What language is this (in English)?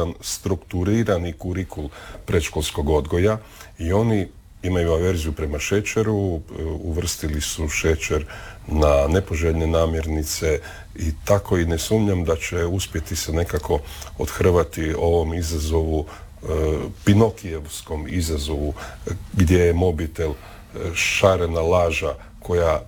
Croatian